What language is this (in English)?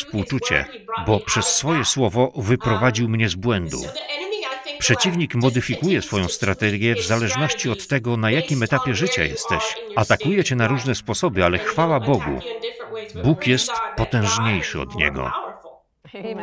Polish